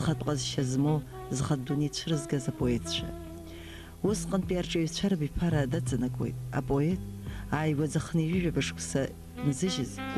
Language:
Abkhazian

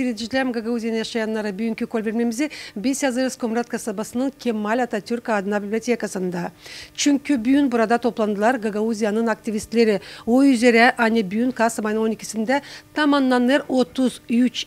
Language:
Gagauz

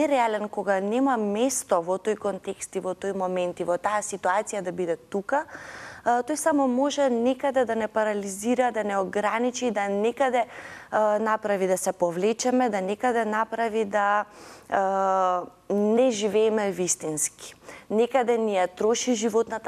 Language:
Macedonian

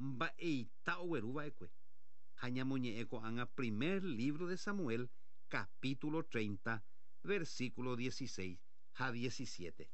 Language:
Guarani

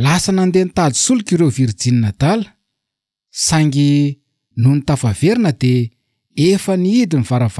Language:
Malagasy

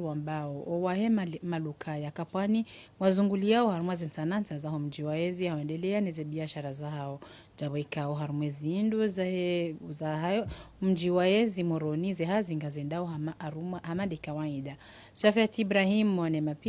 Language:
Ngazidja Comorian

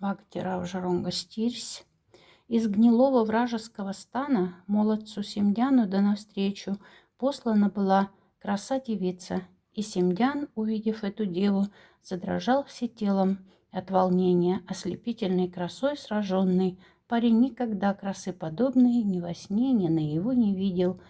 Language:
Moksha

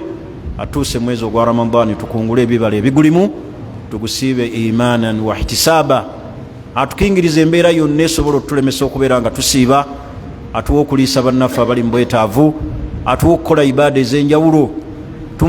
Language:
Ganda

